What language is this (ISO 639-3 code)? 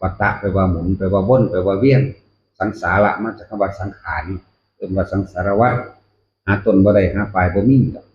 tts